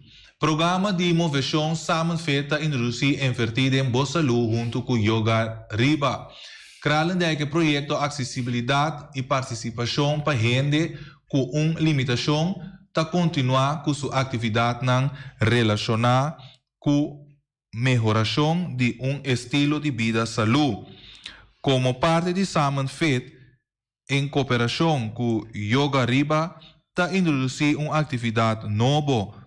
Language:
Papiamento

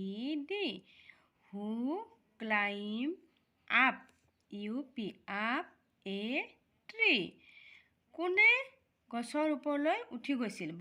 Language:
Assamese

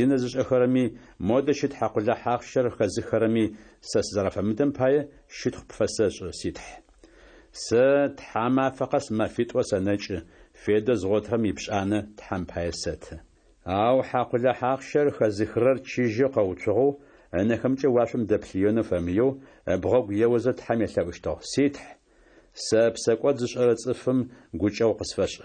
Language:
Adyghe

